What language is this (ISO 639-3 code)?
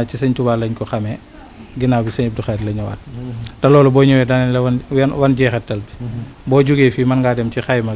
wol